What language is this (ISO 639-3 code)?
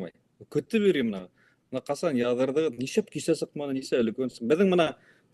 bak